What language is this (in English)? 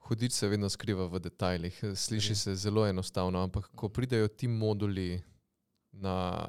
Slovenian